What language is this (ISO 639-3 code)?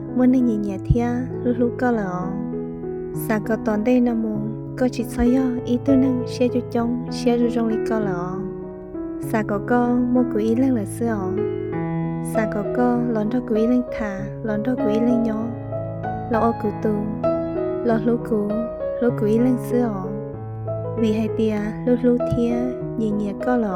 hmn